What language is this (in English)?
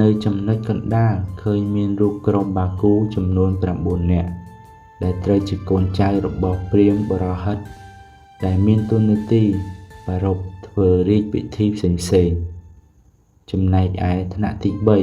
Khmer